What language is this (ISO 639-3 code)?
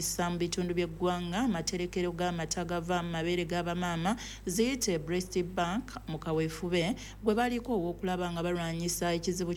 lug